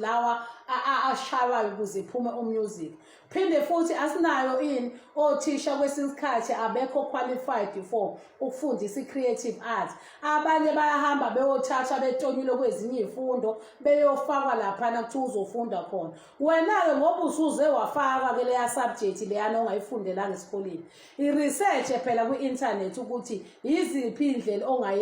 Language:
Zulu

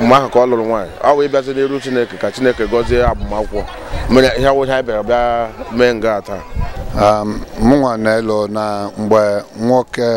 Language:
Igbo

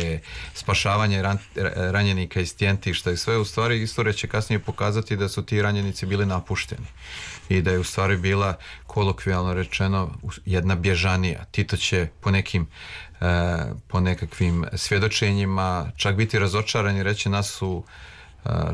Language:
Serbian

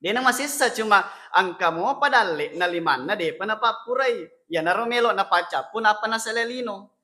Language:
Buginese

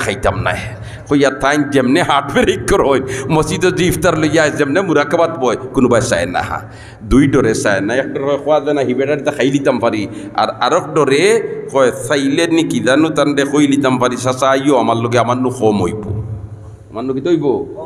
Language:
Sylheti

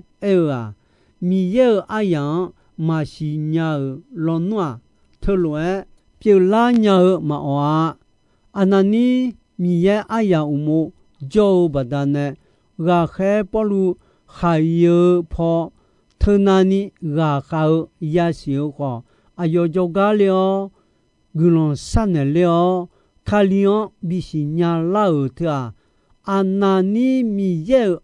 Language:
Akha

